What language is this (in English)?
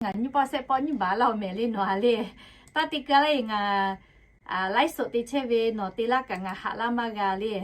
Lahu